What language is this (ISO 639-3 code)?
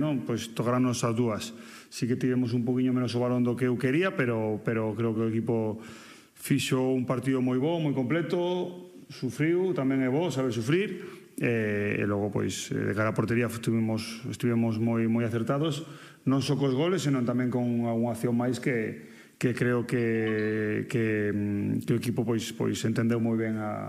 glg